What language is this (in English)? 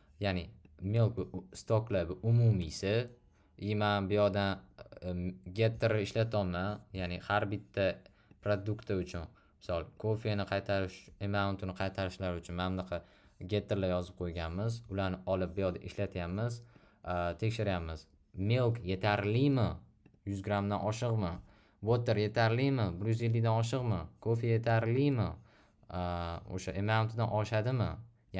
Uzbek